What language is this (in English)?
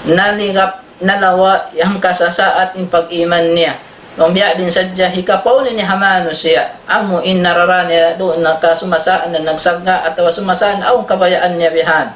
Tausug